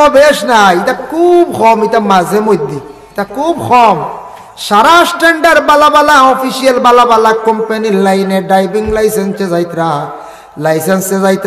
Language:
Sylheti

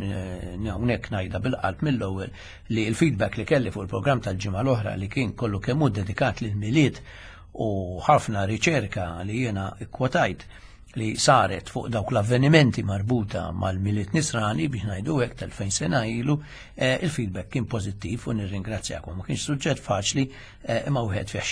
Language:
Maltese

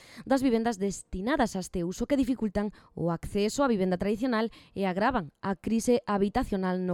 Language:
Galician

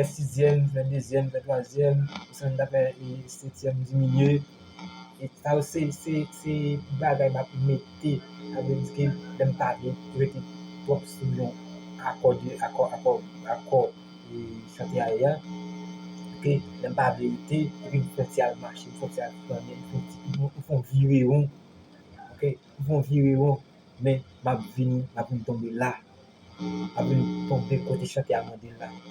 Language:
Haitian Creole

